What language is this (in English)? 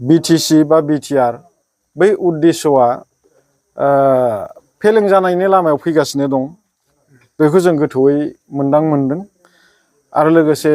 Bodo